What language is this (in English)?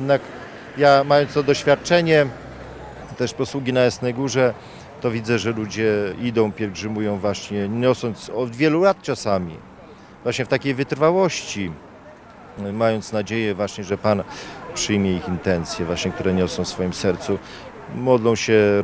Polish